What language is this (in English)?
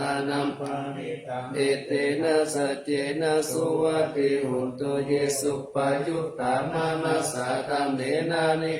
Pali